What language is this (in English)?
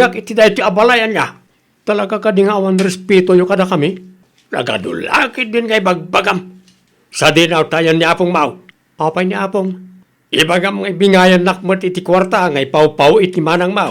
Iloko